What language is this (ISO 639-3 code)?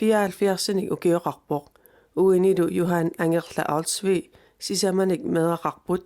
kal